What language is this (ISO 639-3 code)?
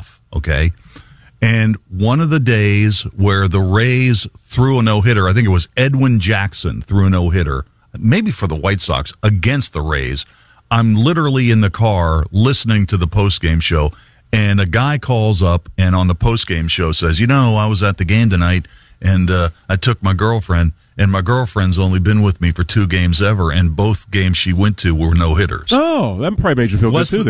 eng